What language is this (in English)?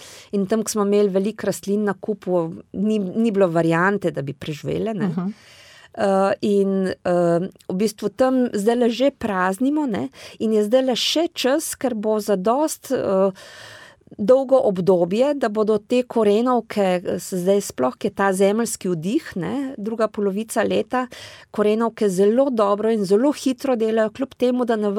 Slovenian